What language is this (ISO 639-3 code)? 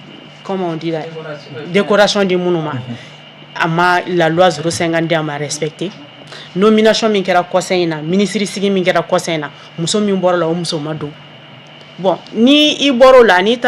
bam